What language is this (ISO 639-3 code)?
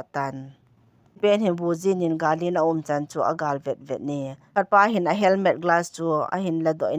tcz